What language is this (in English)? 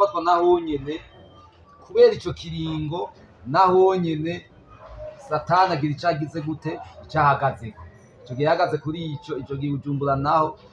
Rundi